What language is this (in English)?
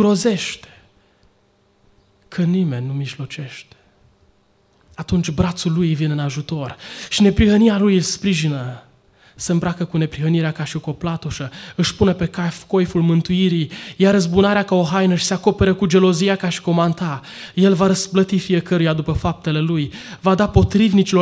Romanian